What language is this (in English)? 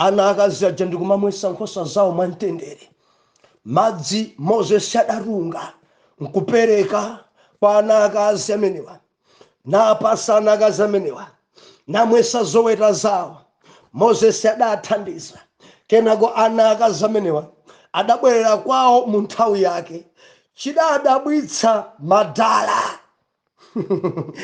Nyanja